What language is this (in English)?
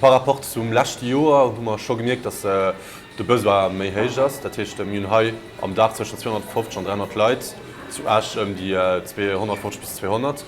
Luxembourgish